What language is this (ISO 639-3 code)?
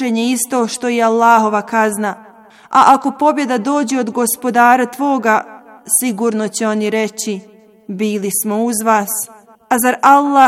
bos